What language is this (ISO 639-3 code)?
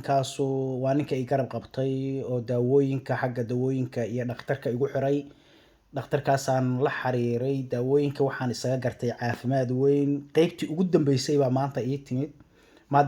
som